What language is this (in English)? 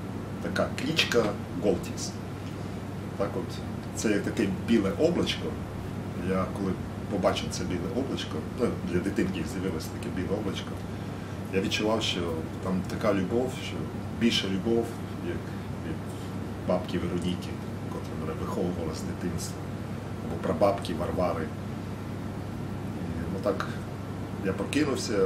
Ukrainian